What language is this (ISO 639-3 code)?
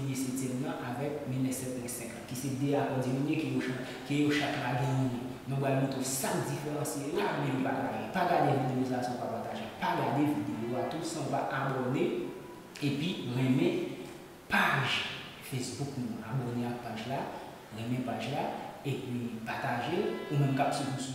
hat